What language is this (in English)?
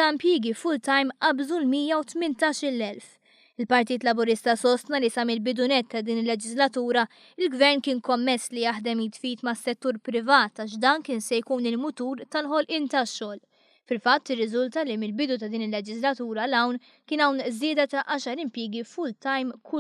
Maltese